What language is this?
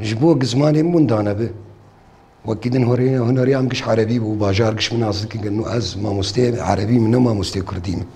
Kurdish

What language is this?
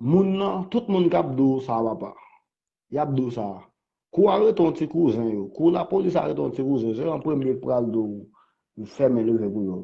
Haitian Creole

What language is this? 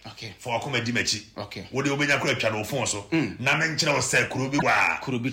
Akan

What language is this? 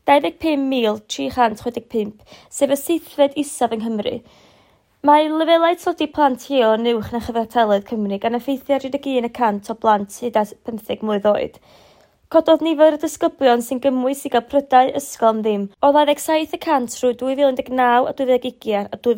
Welsh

